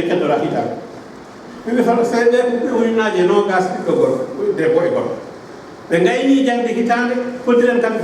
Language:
Fula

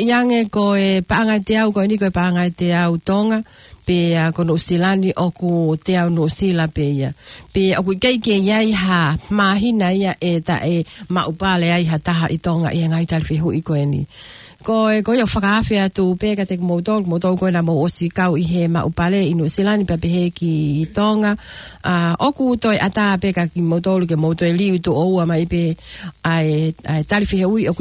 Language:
Tongan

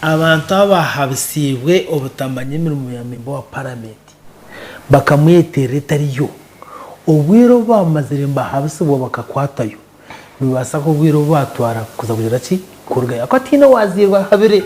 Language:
Nyankole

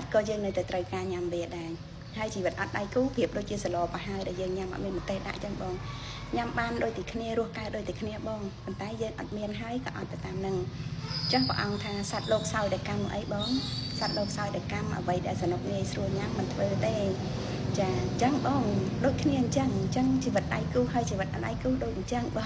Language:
Khmer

